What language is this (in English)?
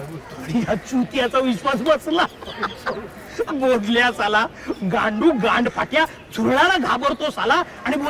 Marathi